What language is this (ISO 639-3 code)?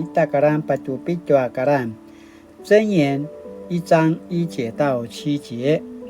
pwn